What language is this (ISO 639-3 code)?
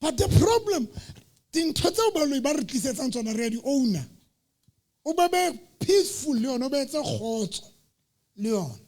sot